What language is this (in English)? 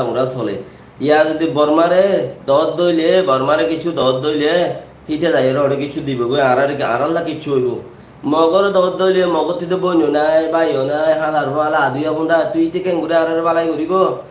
Rohingya